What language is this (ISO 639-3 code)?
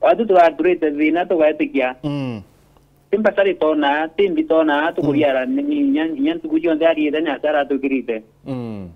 mer